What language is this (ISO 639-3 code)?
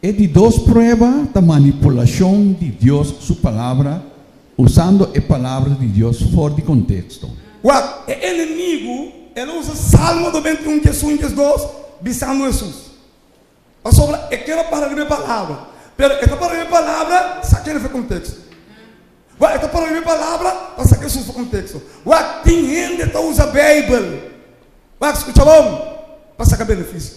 pap